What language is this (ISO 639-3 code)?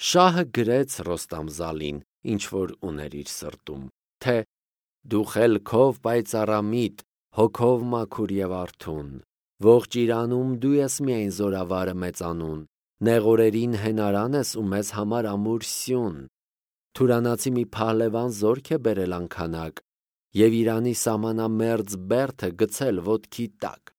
hye